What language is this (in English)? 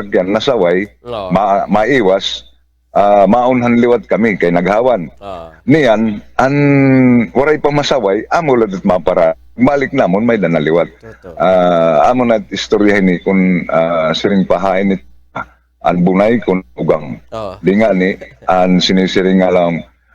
Waray